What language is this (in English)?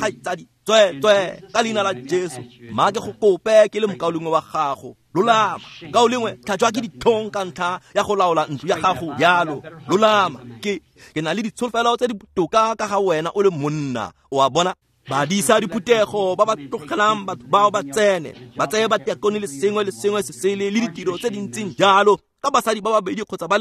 Tswana